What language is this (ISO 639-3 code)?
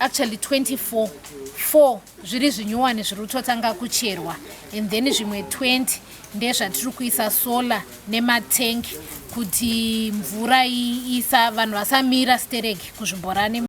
sna